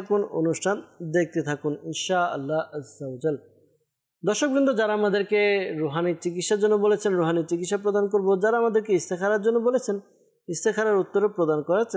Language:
Bangla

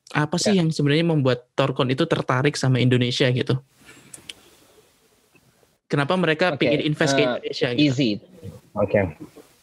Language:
Indonesian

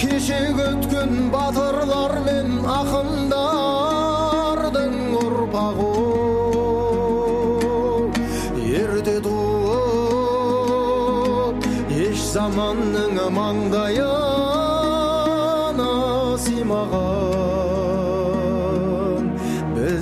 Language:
Kazakh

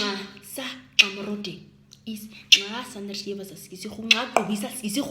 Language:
Nama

